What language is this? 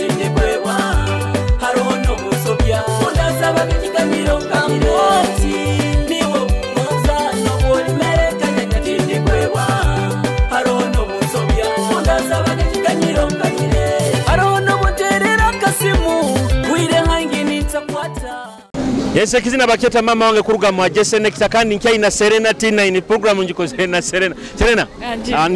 Nyoro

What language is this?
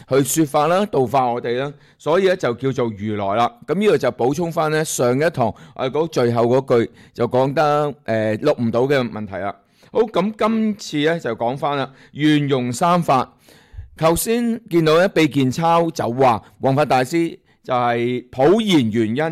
Cantonese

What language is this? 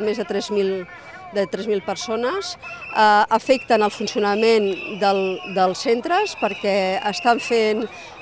Catalan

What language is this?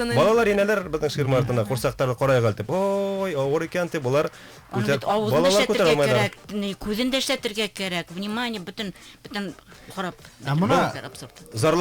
Bashkir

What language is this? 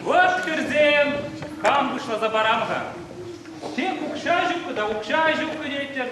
Chuvash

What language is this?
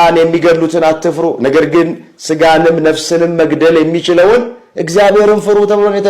Amharic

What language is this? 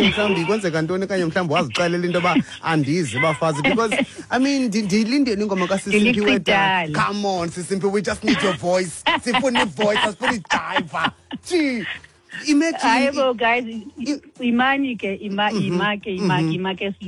Xhosa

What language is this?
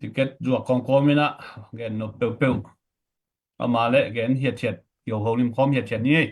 Tedim Chin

